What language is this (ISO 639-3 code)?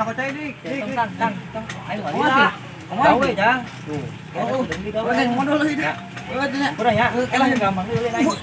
sun